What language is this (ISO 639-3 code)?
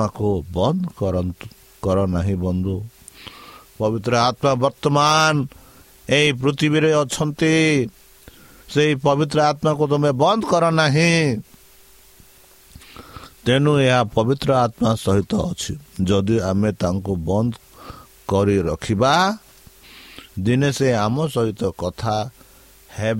ori